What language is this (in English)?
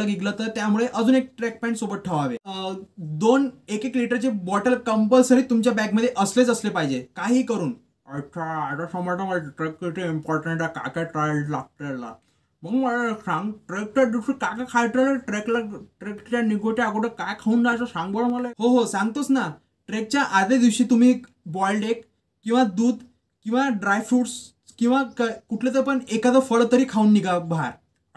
Marathi